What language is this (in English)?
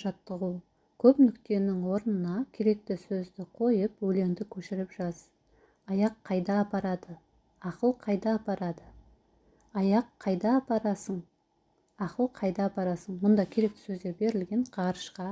Kazakh